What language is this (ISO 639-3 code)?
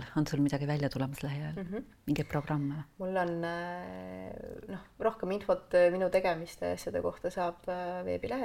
est